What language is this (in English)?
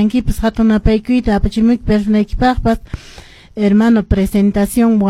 Quechua